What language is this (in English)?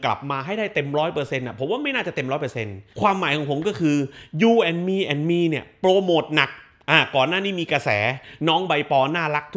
Thai